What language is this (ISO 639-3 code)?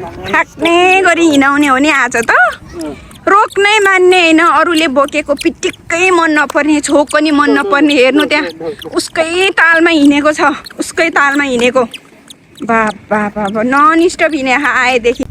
nep